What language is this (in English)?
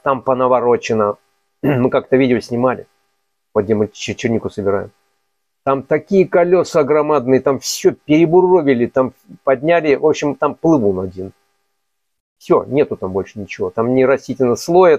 Russian